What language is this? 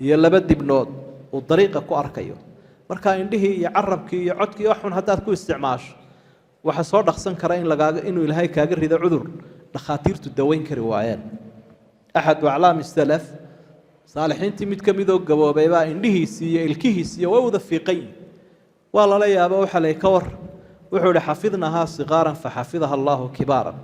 Somali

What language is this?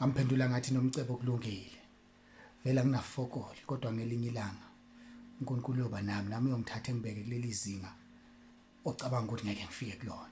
Zulu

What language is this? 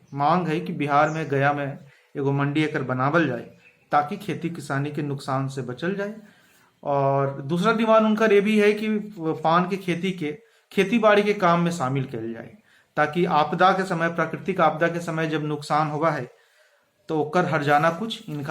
Magahi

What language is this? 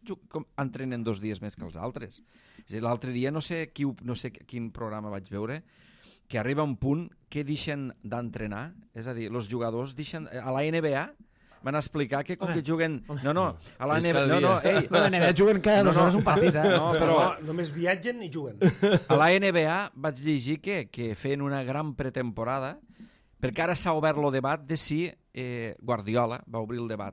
Catalan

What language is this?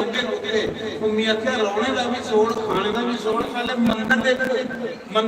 Dogri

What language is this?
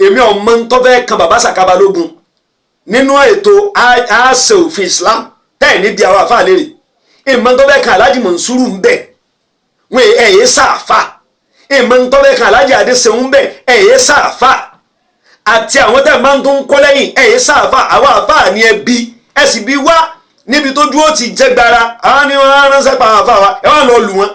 Yoruba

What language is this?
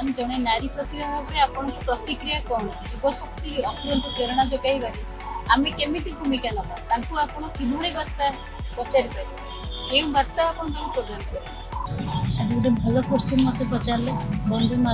Odia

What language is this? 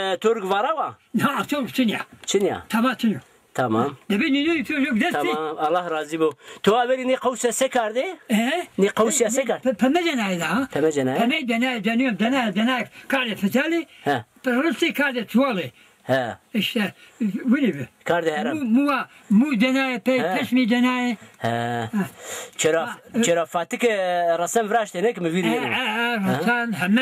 Zaza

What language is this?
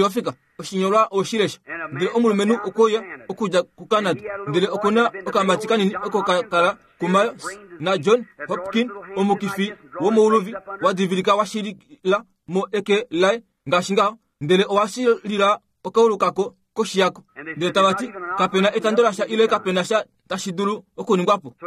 Kuanyama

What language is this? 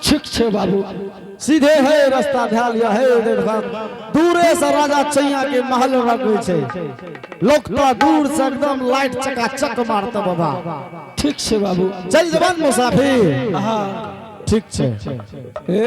Angika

